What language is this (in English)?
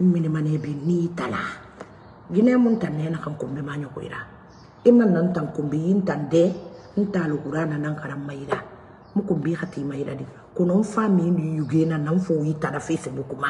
Mandingo